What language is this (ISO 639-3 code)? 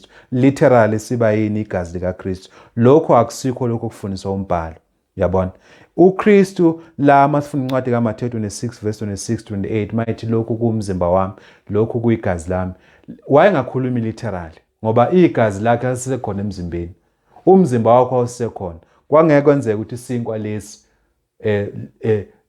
zul